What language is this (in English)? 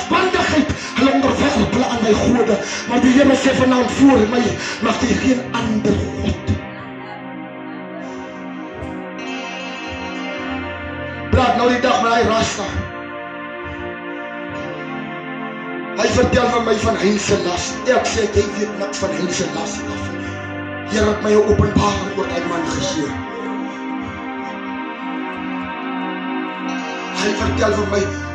Afrikaans